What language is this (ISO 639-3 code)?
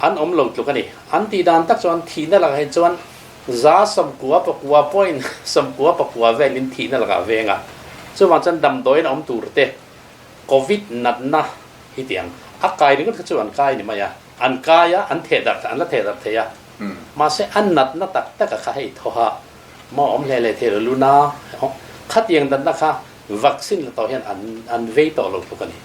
lus